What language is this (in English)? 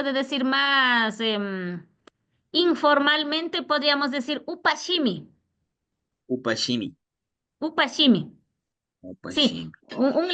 Imbabura Highland Quichua